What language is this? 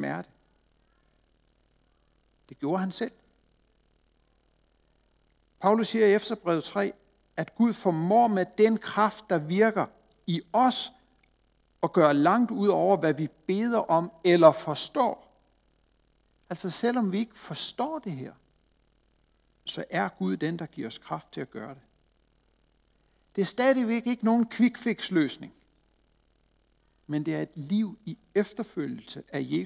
Danish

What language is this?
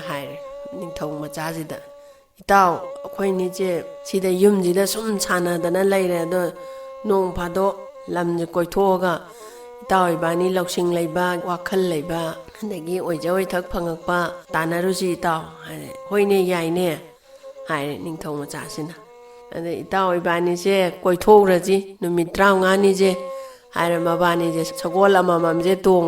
Manipuri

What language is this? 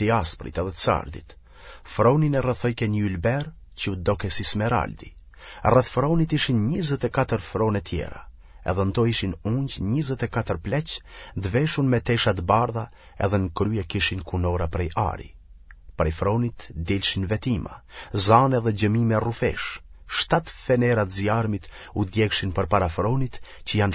Albanian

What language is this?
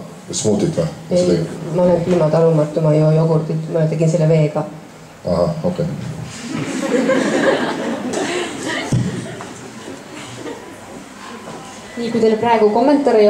Estonian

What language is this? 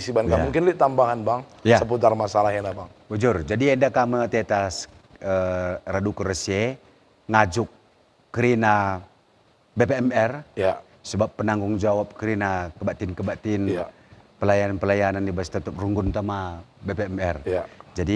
Batak Karo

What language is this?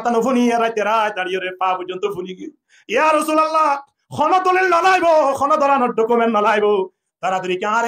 Rohingya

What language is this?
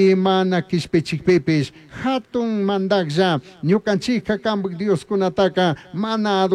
Chimborazo Highland Quichua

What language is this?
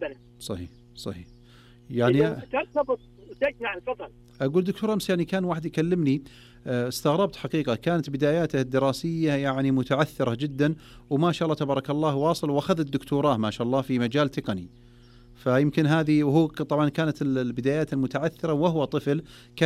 Najdi Arabic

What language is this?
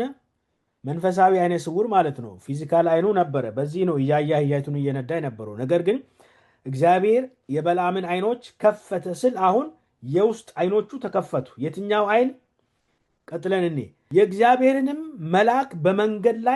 Amharic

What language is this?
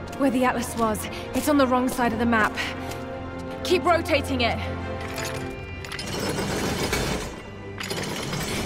English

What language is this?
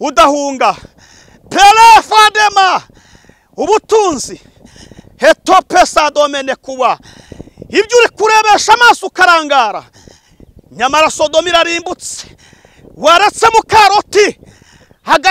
Kinyarwanda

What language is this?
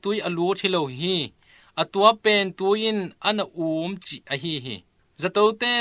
Tedim Chin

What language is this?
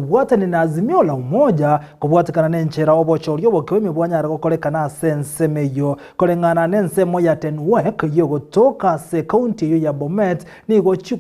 Gusii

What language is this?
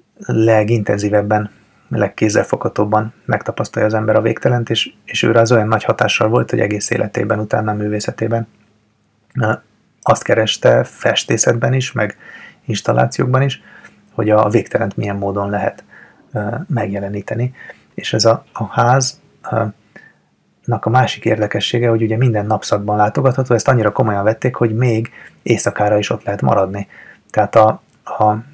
Hungarian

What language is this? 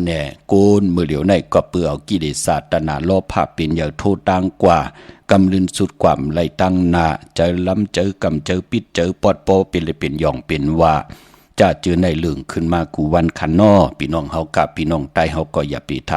Shan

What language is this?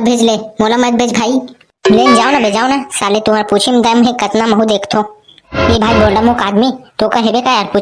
Chhattisgarhi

